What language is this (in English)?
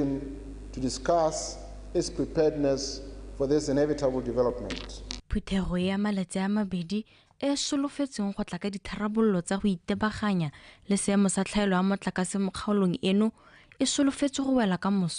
Tswana